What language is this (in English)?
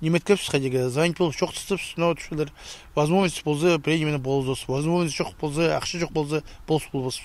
Khakas